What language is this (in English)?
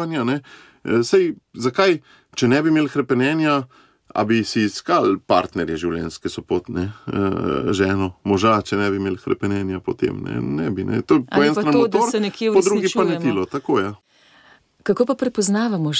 Slovenian